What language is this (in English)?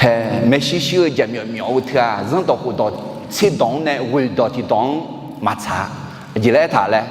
Akha